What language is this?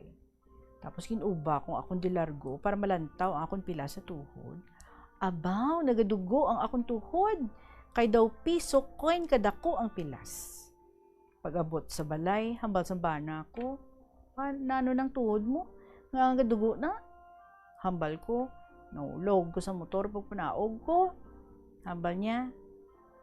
Hiligaynon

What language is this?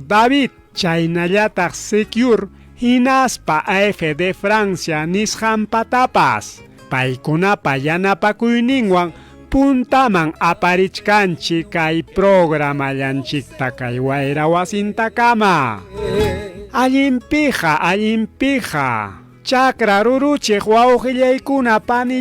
Ayacucho Quechua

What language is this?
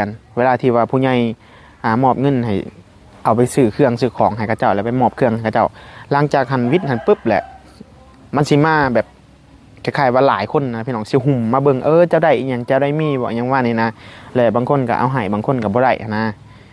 Lao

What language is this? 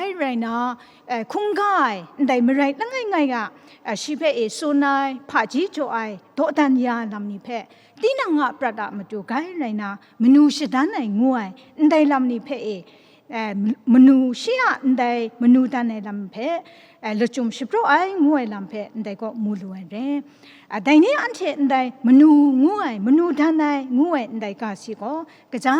Kachin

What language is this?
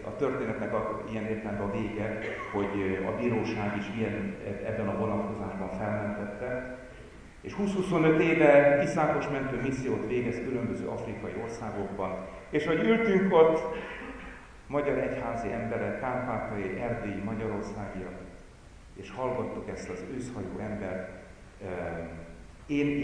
Hungarian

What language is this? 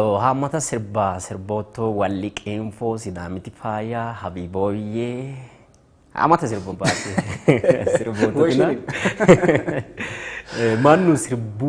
Sidamo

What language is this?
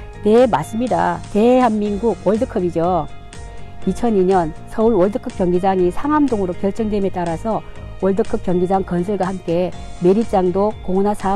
Korean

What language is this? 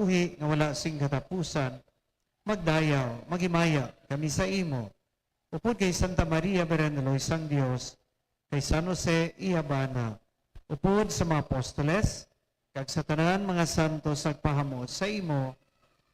Hiligaynon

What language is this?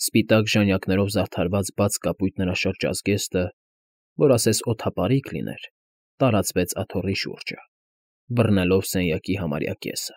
Armenian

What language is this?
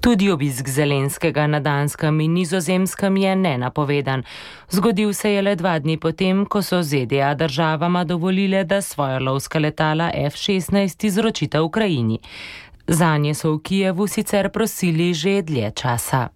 Slovenian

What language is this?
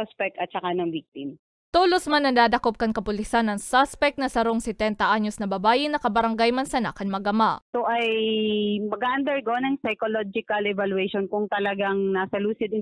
Bikol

